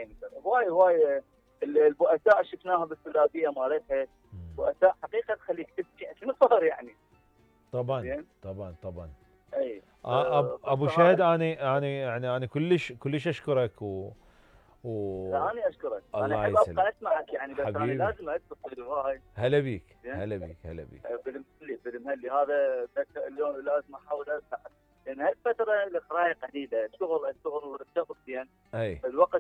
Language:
Mesopotamian Arabic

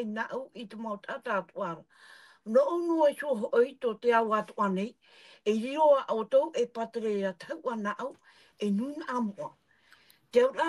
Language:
Tahitian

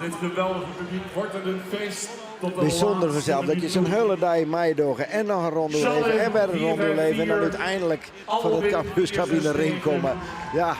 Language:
Western Frisian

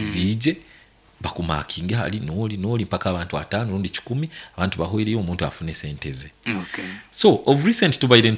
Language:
Nyankole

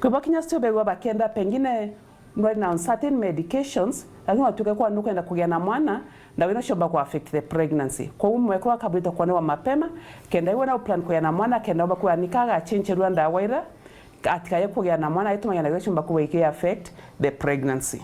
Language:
Meru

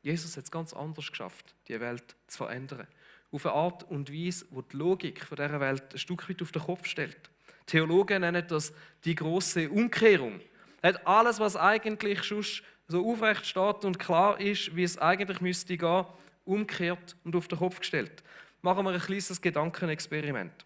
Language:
Swiss German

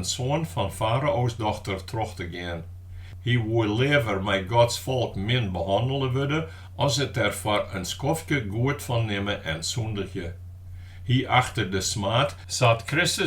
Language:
Western Frisian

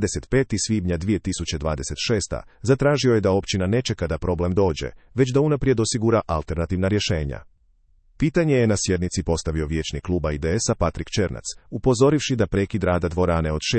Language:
Croatian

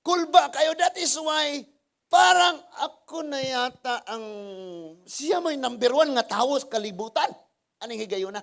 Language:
Cebuano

